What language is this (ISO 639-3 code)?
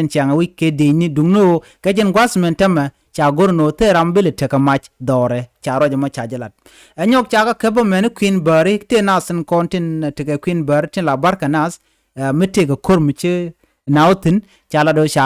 nus